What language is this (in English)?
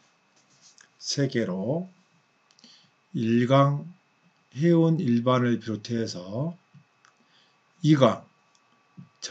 Korean